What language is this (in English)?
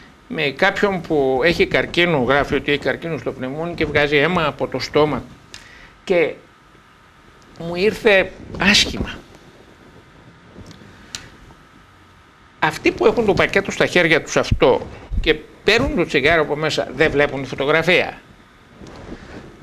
Greek